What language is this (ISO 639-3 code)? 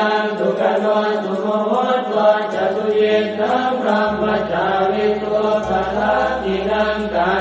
pli